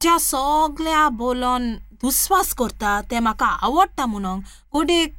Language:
Konkani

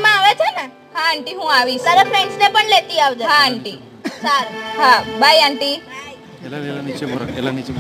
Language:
Gujarati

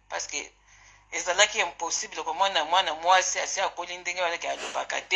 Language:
Lingala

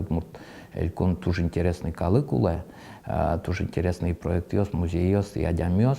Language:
Udmurt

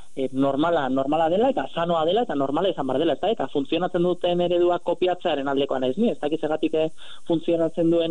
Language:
Basque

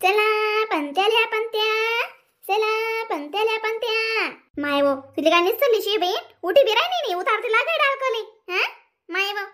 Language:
Khandesi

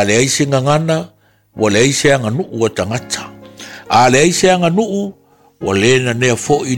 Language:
Samoan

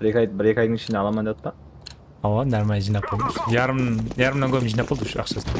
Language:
Kara-Kalpak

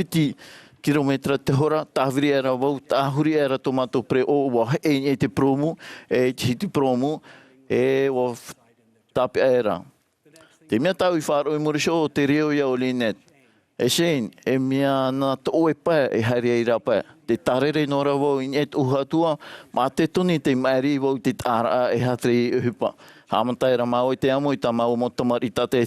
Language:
Tahitian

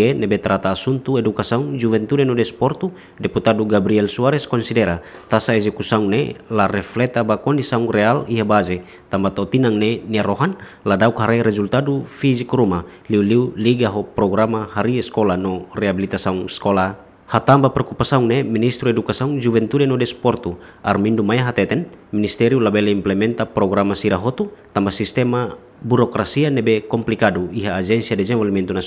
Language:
Tetum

